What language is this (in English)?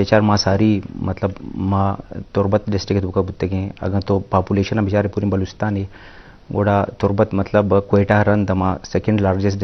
Eastern Balochi